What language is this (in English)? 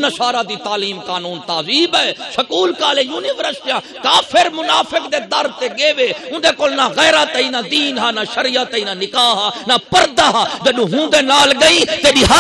Saraiki